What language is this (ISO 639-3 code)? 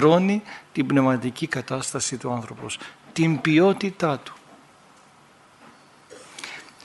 ell